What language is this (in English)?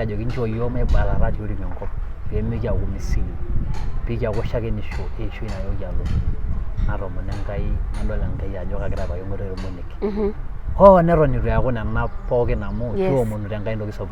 Masai